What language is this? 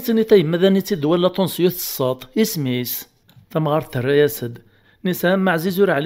Kabyle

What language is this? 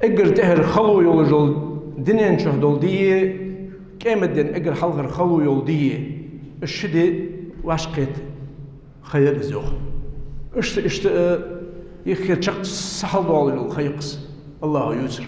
Ingush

